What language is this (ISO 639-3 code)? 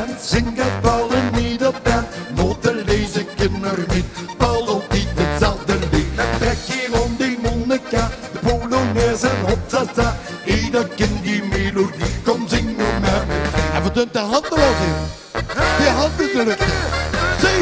lim